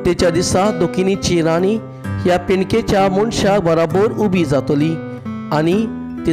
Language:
Konkani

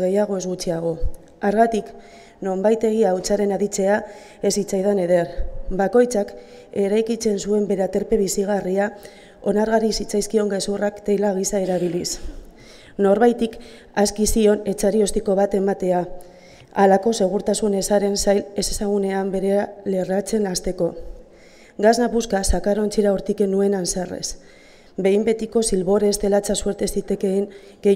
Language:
Basque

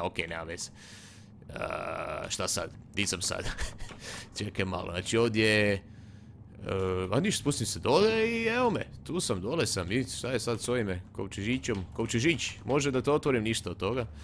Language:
Croatian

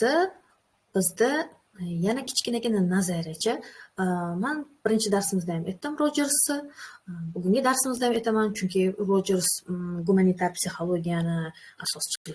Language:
Uzbek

